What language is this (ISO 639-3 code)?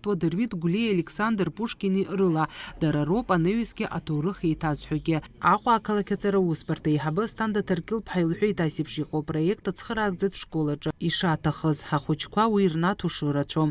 abk